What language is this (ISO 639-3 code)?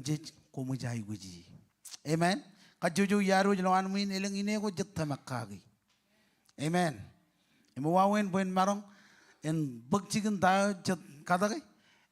mah